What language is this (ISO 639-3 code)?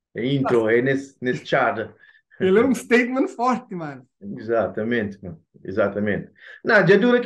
kea